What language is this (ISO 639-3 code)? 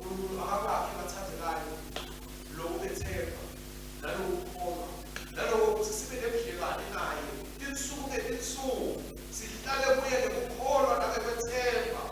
ssw